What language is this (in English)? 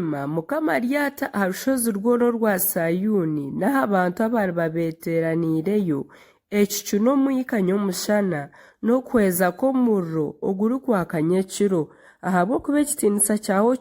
Nyankole